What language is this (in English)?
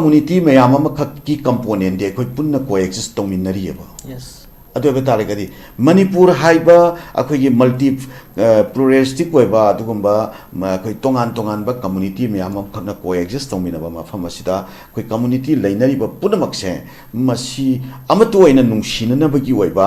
Manipuri